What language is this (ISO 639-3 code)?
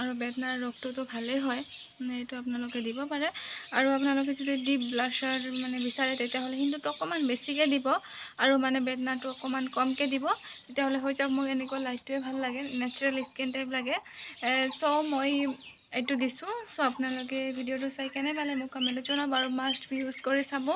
asm